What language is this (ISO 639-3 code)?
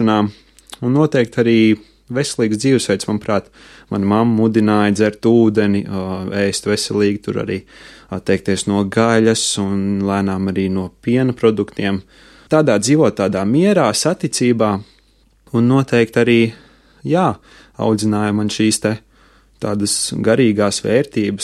lav